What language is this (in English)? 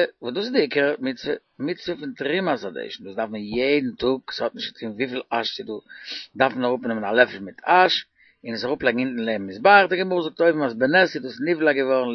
Yiddish